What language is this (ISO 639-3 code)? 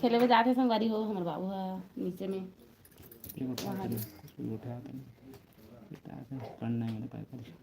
hne